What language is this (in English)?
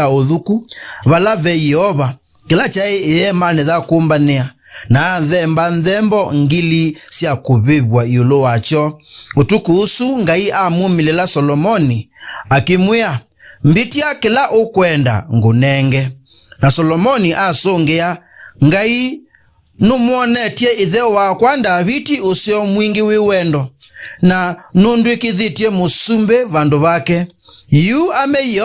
Kamba